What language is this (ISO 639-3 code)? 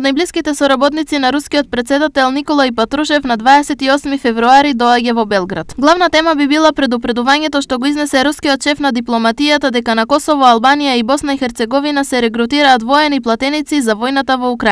mkd